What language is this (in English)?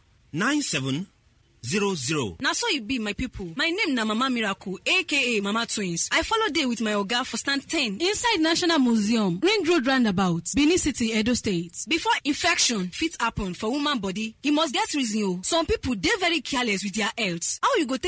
Nigerian Pidgin